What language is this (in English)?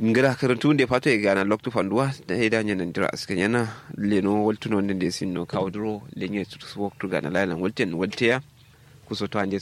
Kanuri